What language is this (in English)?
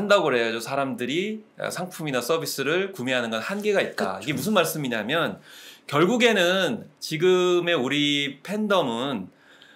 Korean